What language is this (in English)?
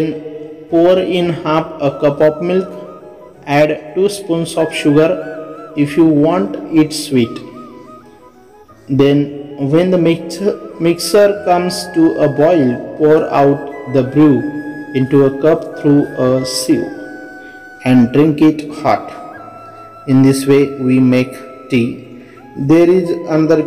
Marathi